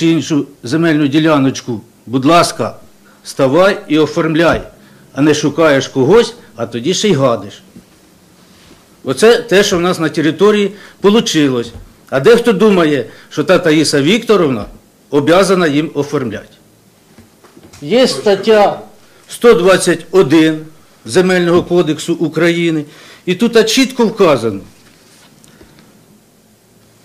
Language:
Ukrainian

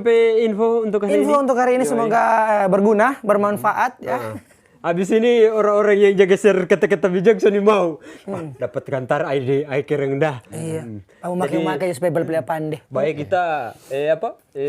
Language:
Manado Malay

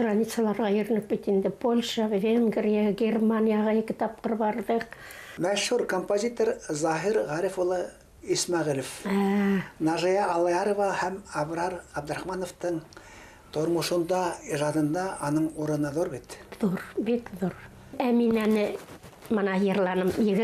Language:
Bashkir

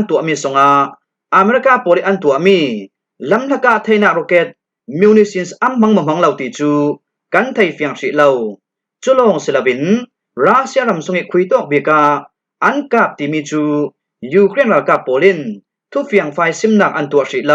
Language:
Falam Chin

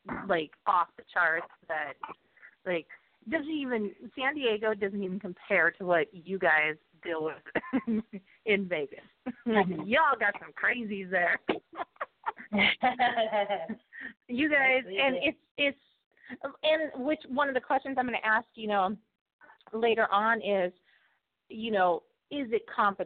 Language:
English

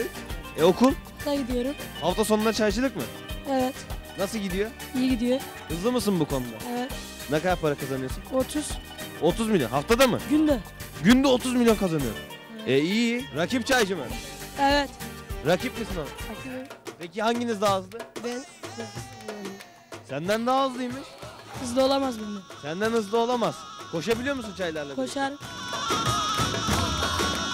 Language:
Turkish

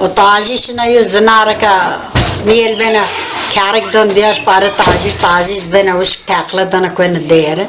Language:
Zaza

